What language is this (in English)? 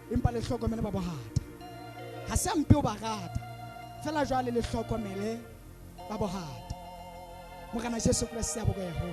Southern Sotho